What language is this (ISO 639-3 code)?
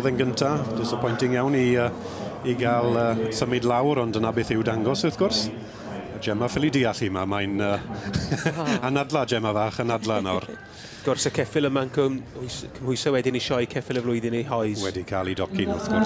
cym